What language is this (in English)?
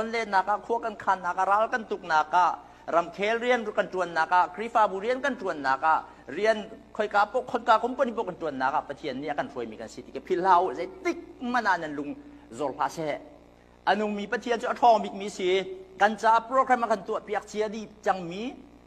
Hakha Chin